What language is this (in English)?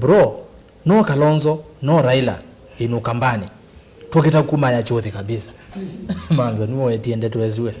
Kamba